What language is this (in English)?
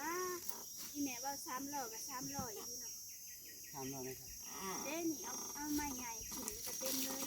Northeastern Thai